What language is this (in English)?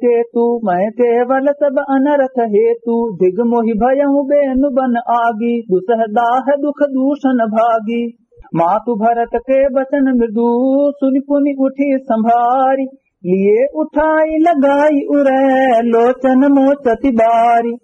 Awadhi